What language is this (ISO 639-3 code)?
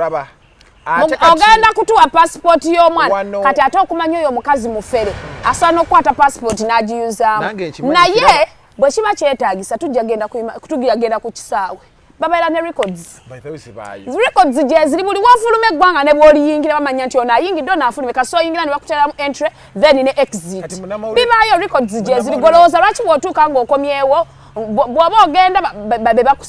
lug